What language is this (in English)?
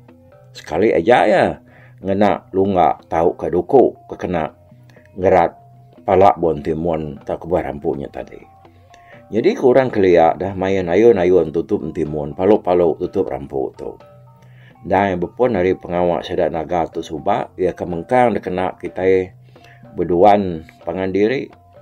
Iban